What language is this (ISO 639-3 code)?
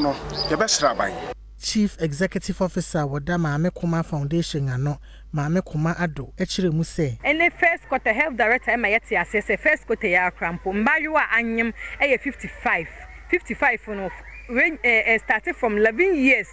aka